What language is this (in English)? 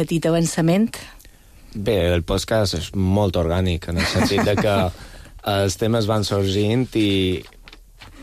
Catalan